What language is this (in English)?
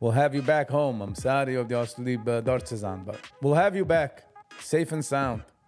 Yiddish